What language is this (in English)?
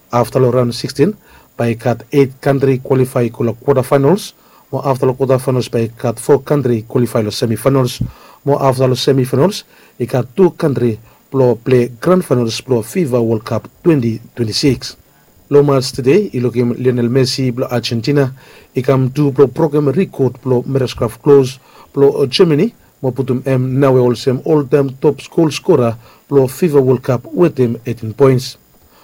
Bislama